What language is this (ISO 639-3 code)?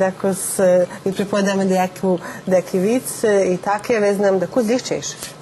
rue